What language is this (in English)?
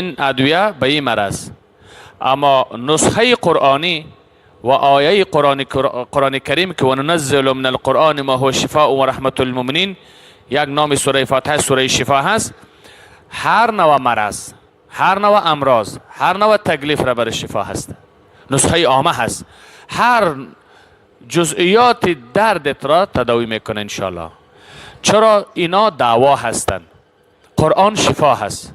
Persian